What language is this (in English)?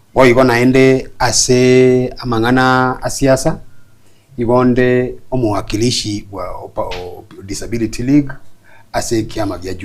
Gusii